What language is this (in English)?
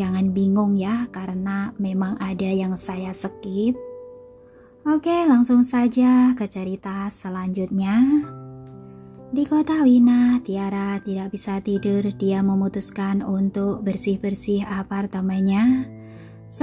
Indonesian